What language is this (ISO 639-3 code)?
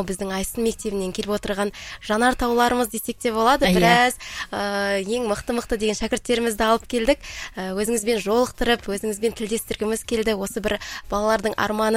kaz